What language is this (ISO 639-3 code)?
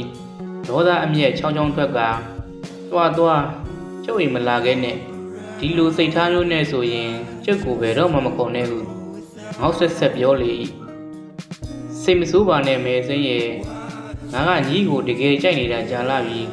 mya